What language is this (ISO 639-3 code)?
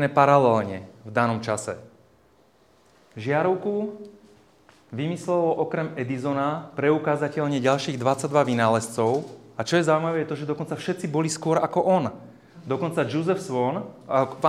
slk